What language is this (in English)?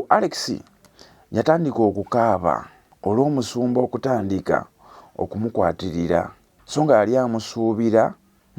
Ganda